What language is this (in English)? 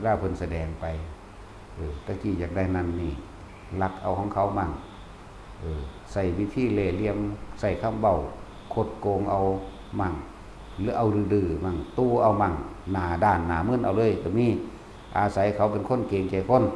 Lao